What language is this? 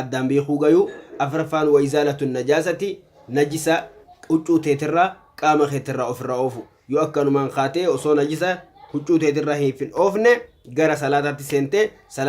Oromo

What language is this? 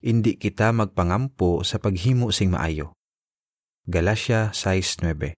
Hiligaynon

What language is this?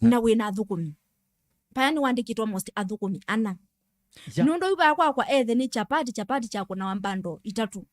Kamba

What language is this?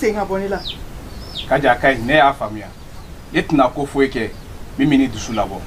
Bambara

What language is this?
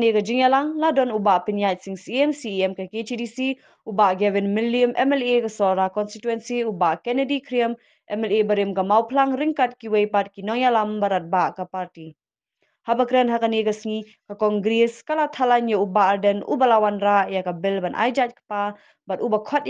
Khasi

